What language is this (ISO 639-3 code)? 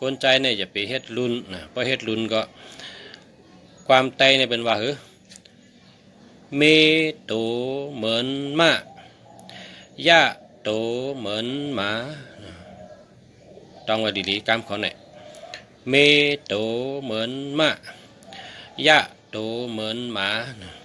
shn